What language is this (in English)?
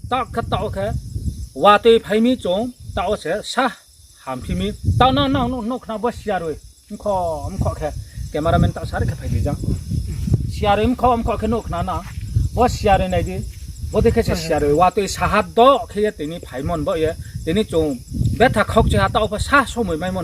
Riang (India)